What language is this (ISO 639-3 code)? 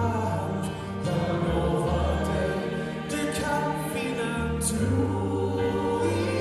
swe